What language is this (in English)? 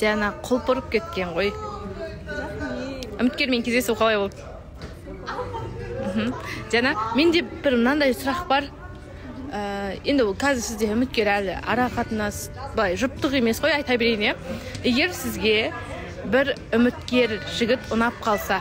Kazakh